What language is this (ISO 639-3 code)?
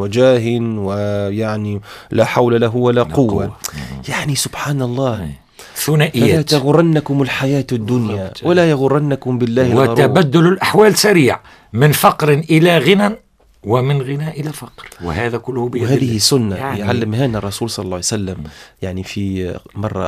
aeb